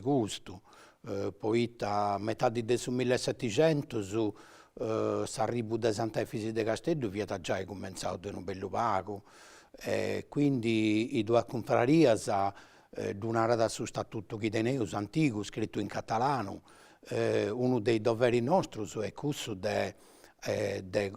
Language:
Sardinian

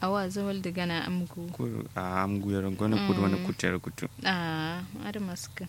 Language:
Kanuri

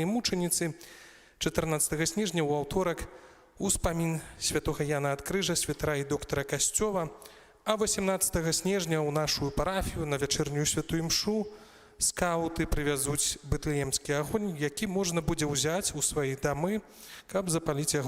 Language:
Belarusian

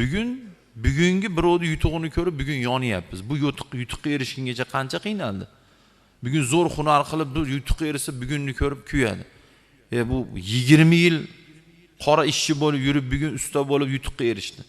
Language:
Uzbek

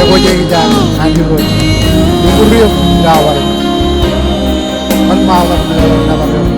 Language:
Marshallese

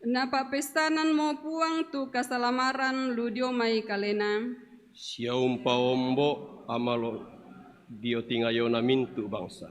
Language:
Toraja-Sa'dan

